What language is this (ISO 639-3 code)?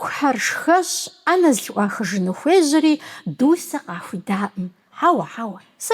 kbd